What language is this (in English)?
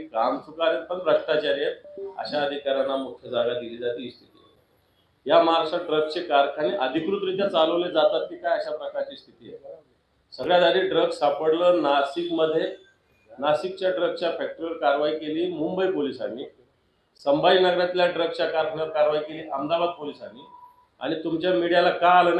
Marathi